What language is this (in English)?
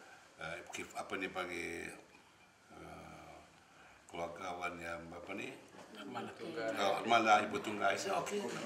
Malay